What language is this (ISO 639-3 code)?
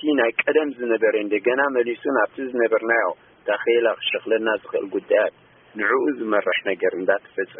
tir